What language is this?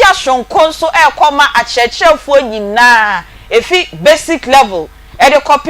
Akan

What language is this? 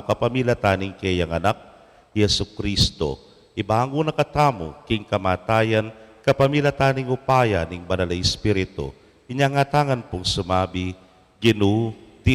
Pampanga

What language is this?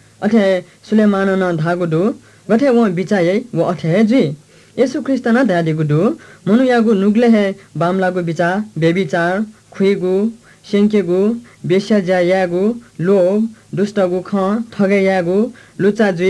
Newari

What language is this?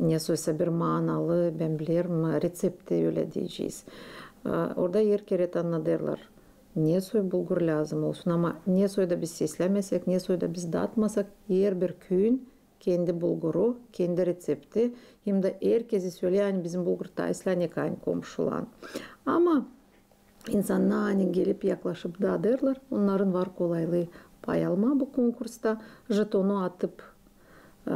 Gagauz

